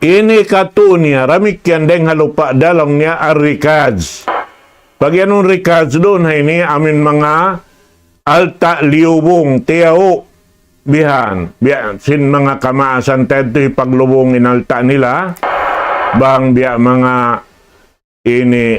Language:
Tausug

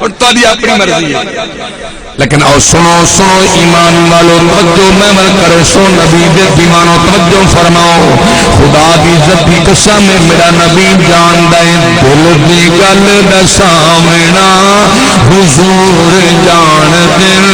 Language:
Saraiki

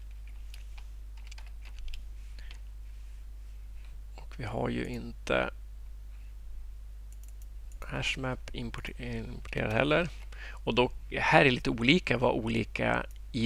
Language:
Swedish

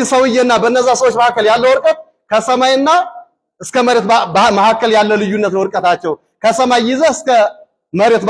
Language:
Amharic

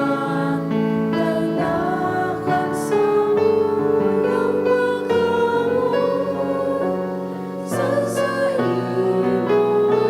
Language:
Bikol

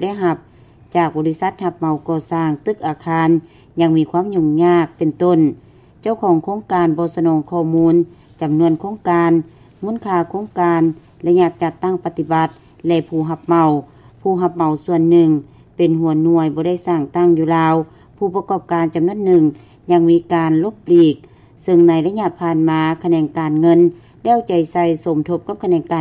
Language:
Lao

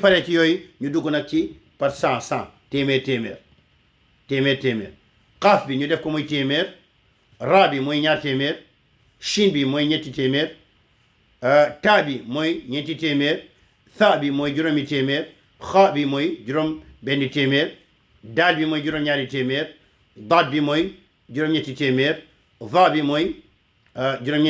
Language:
Wolof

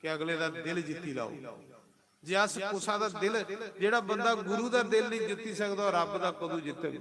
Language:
Dogri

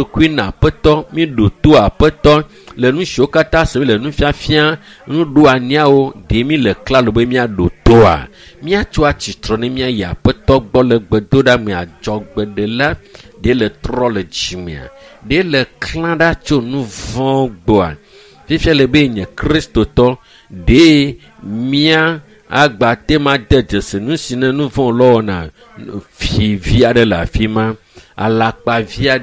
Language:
Ewe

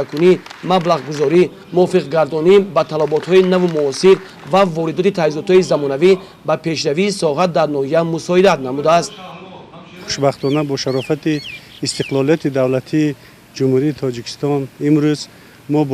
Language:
Tajik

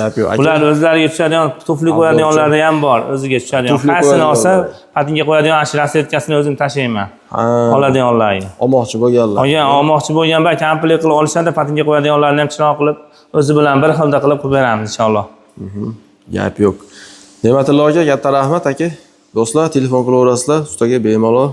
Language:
Uzbek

